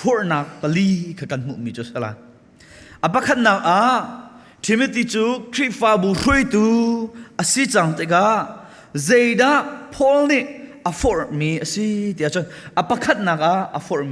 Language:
Hakha Chin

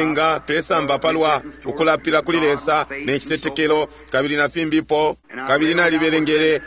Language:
Bemba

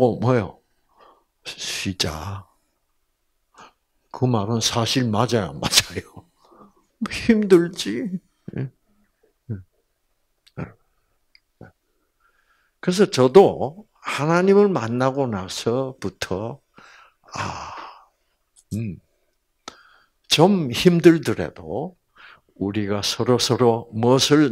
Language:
Korean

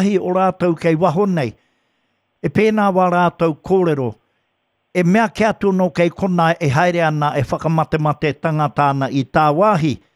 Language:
Māori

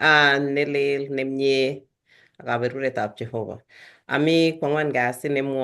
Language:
Kalenjin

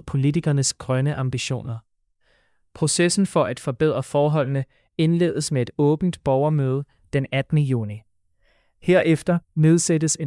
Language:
Danish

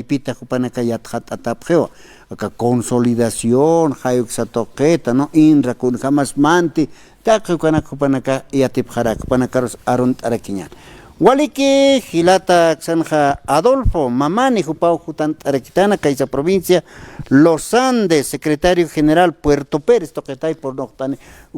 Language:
Aymara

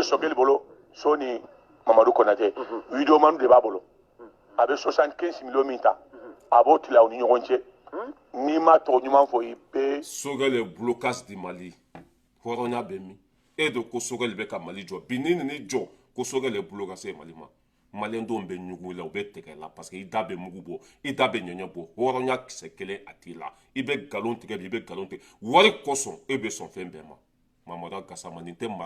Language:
Bambara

